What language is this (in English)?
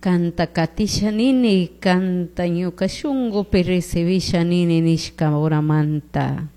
Chimborazo Highland Quichua